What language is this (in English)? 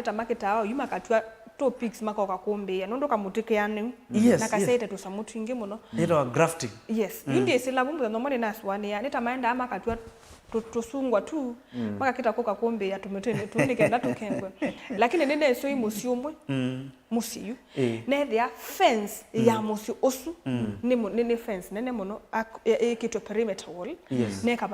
Kamba